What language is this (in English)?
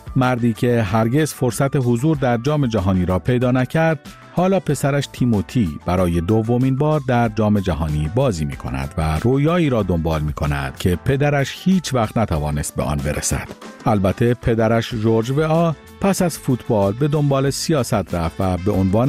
Persian